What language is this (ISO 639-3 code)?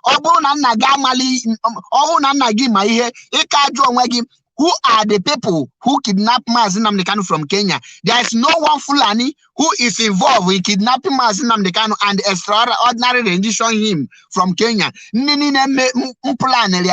ibo